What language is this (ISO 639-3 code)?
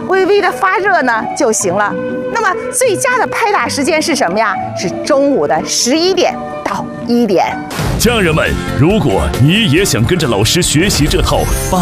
zho